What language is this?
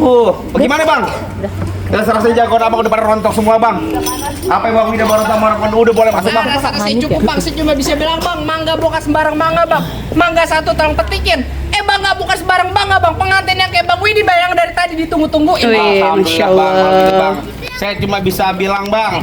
Betawi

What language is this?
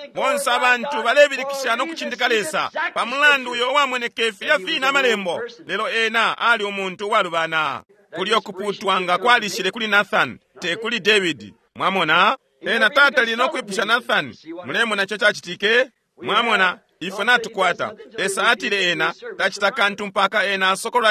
Bemba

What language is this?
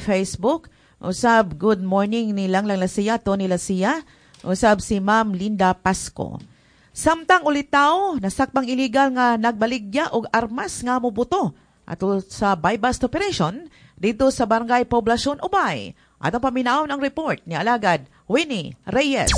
Cebuano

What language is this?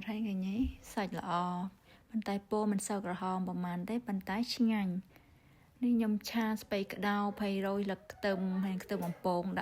Khmer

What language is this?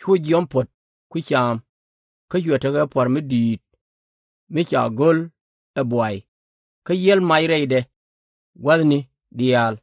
Nuer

